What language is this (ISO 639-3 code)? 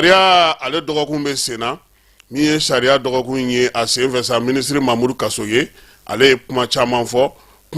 bam